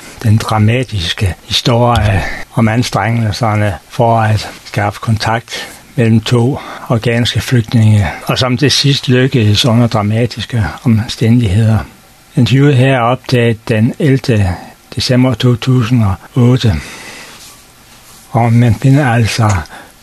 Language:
Danish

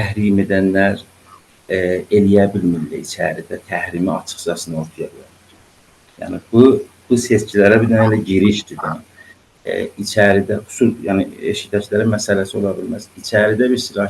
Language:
South Azerbaijani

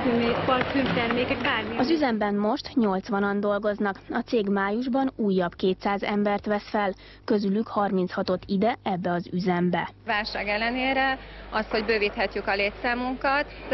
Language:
Hungarian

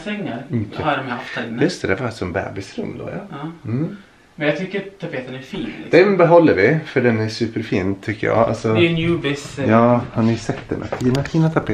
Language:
Swedish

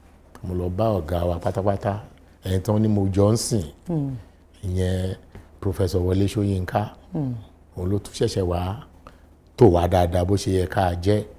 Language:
Yoruba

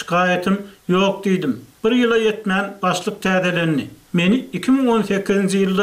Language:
Turkmen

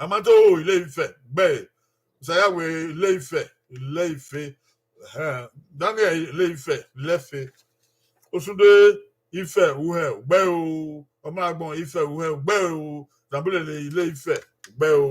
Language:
Bini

